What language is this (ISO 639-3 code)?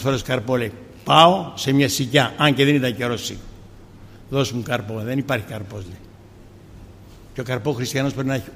ell